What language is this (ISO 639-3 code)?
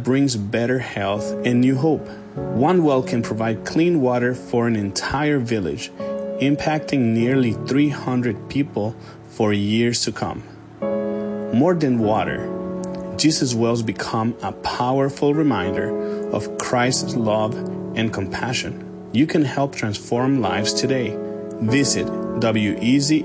eng